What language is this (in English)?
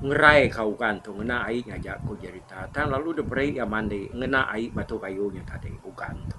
Iban